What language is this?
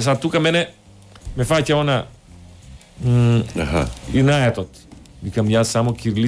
Macedonian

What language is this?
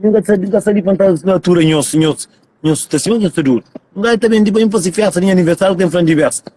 Kabuverdianu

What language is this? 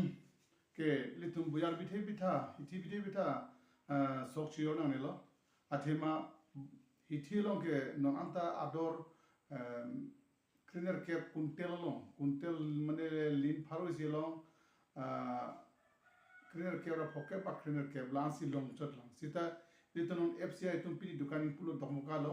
Karbi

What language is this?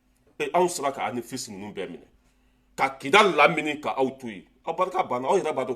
Bambara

